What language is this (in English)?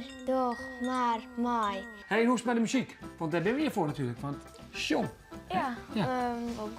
Western Frisian